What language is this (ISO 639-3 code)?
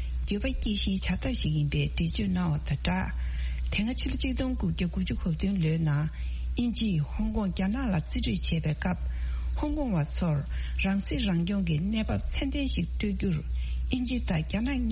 bod